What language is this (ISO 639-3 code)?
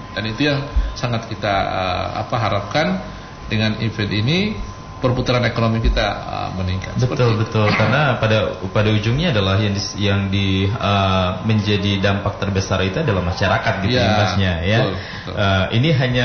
ind